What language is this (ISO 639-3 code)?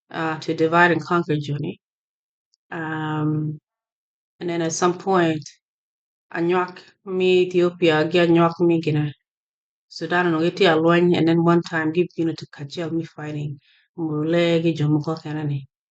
ach